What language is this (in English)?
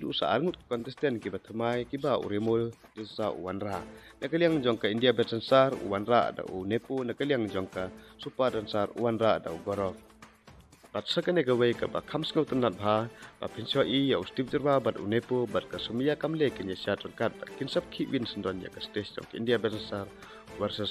Khasi